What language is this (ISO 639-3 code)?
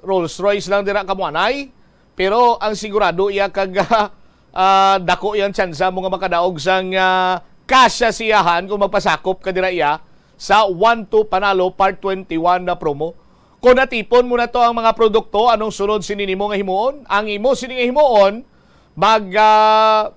hil